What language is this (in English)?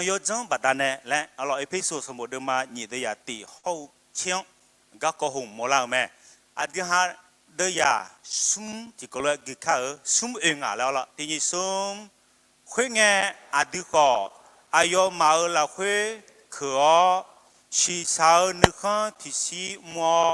Akha